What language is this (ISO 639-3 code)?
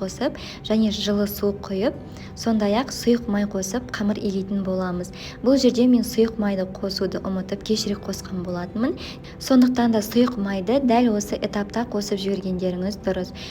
kaz